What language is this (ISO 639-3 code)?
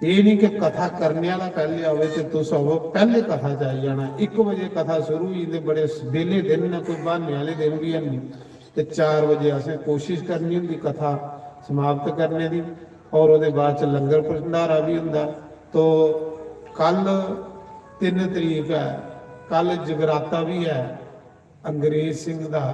doi